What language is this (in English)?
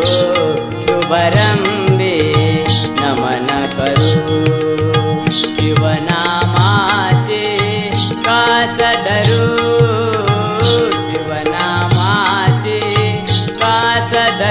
Marathi